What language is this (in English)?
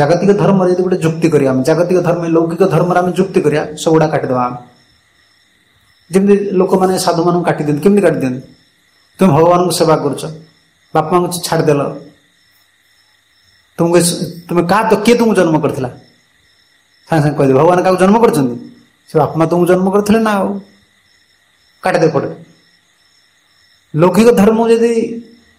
Odia